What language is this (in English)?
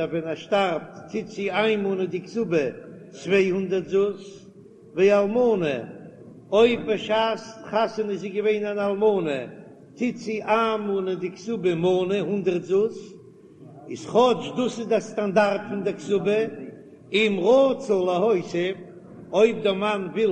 Yiddish